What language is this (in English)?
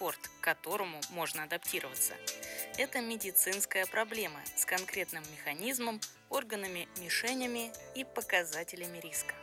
Russian